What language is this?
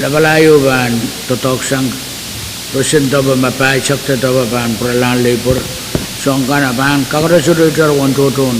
Pohnpeian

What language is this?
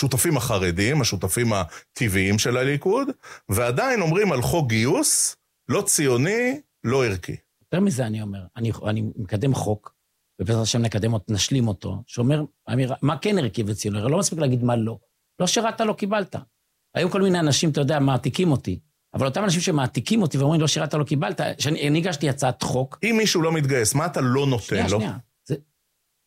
Hebrew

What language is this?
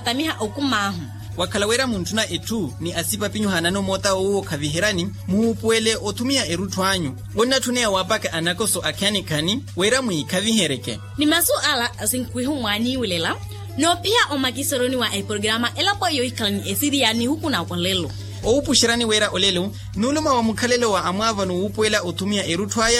Makhuwa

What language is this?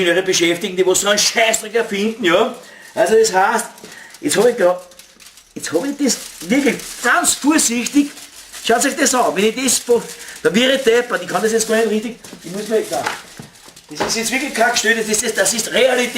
Bavarian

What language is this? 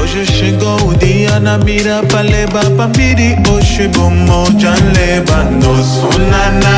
Kabuverdianu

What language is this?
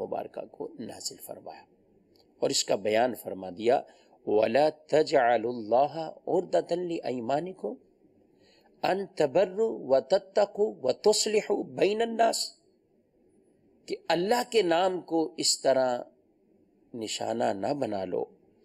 Urdu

